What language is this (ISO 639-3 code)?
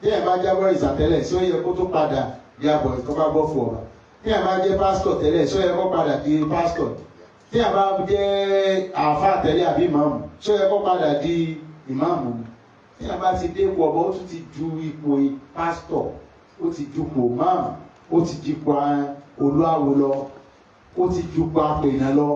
yor